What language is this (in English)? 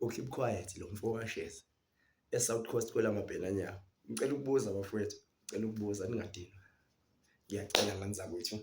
Zulu